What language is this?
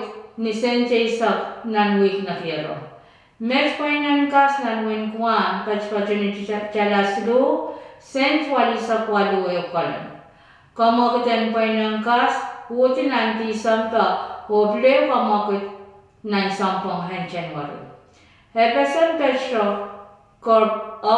Pohnpeian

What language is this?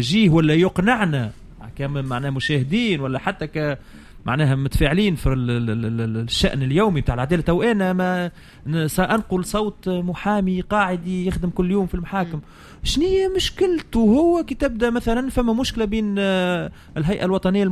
Tunisian Arabic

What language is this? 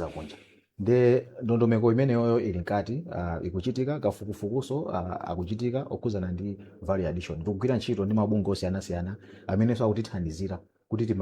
Nyanja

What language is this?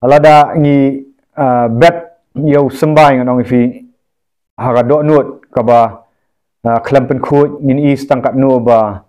Khasi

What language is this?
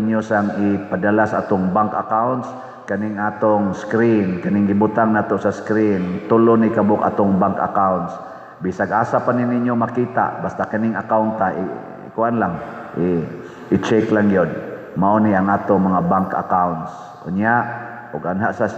Cebuano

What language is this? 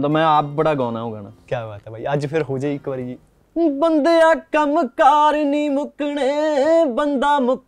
Punjabi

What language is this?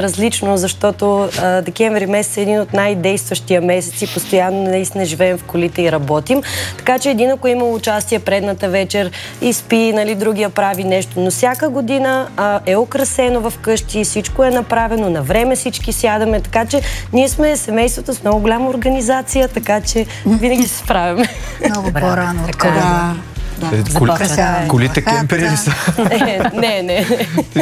Bulgarian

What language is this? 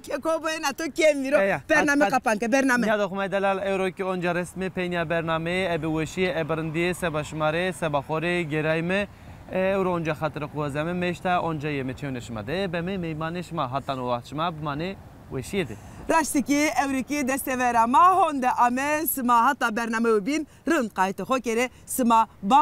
Zaza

